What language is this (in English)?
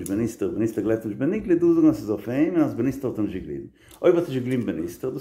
Yiddish